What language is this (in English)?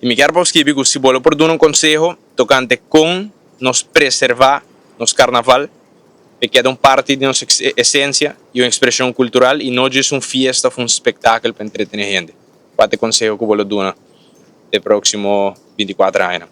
Papiamento